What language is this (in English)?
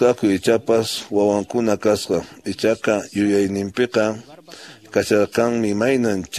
Quechua